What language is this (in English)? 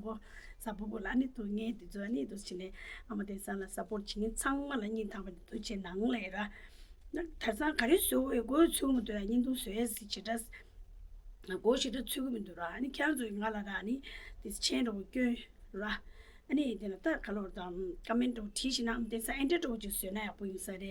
Tibetan